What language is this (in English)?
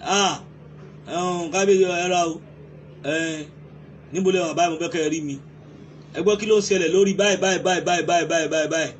Yoruba